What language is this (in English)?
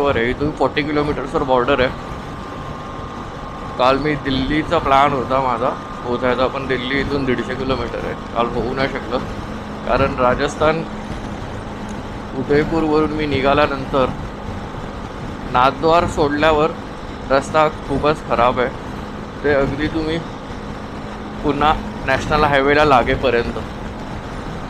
Marathi